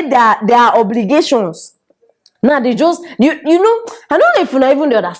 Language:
Nigerian Pidgin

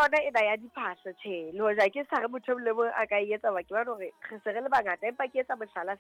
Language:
Southern Sotho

